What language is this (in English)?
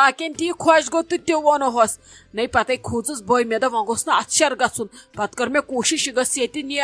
Kashmiri